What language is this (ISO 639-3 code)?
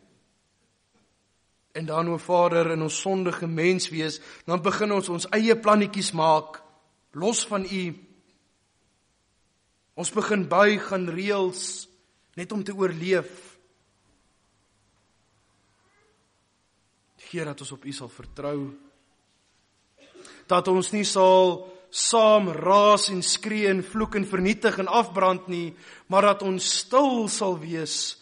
afr